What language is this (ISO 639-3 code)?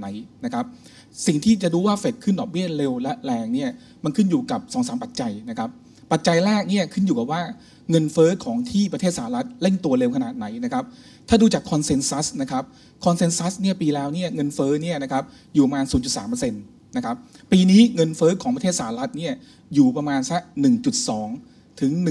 tha